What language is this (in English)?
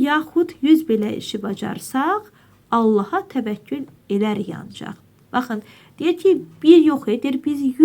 Azerbaijani